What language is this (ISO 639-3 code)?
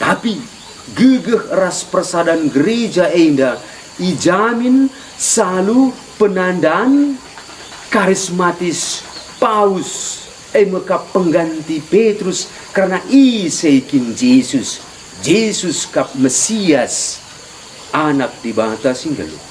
btx